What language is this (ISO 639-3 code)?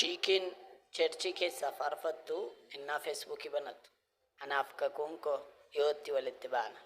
orm